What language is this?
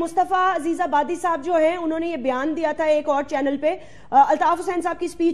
Urdu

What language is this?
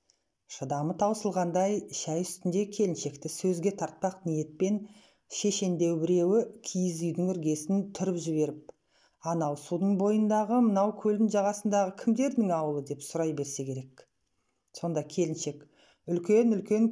Kazakh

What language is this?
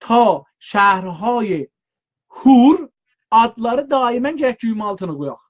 South Azerbaijani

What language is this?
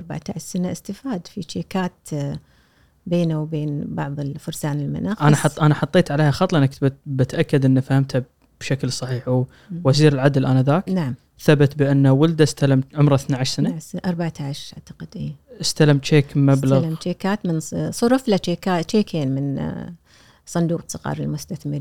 Gulf Arabic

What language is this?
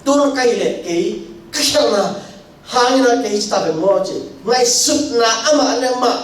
Tedim Chin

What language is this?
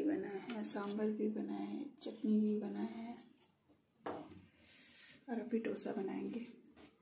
Hindi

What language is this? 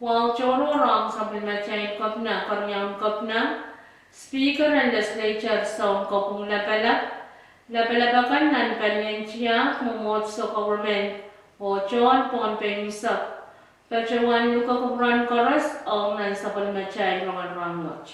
Pohnpeian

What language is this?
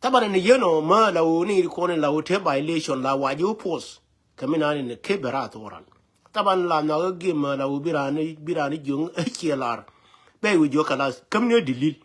Nuer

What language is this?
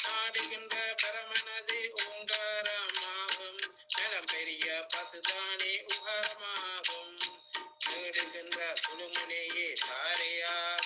Tamil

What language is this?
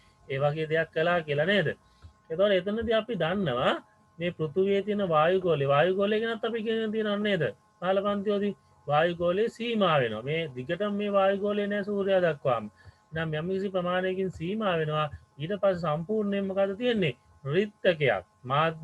Sinhala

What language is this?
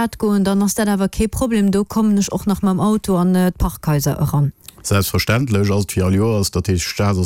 Luxembourgish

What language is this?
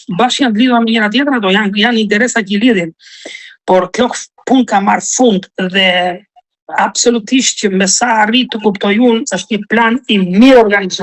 Albanian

